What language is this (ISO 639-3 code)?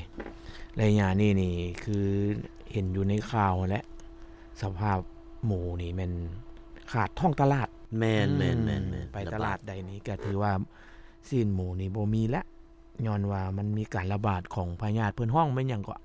lao